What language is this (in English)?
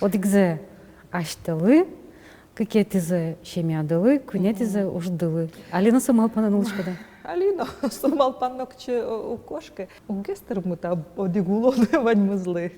Udmurt